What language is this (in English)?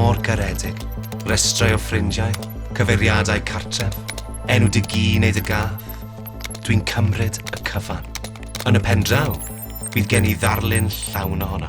Welsh